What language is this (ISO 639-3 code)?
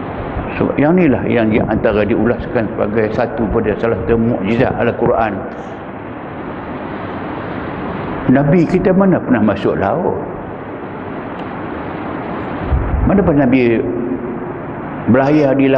msa